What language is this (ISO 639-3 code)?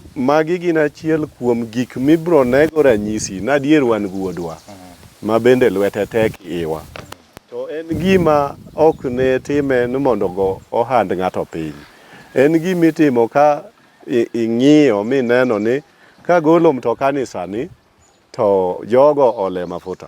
luo